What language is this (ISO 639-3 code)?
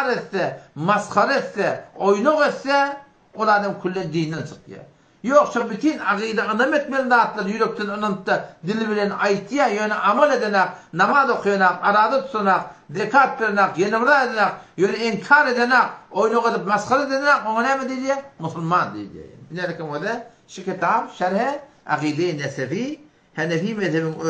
tuk